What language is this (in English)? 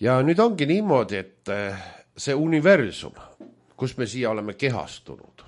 Estonian